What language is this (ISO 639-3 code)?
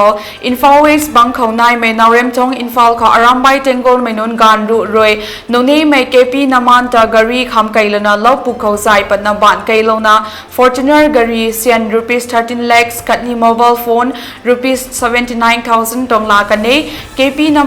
nbu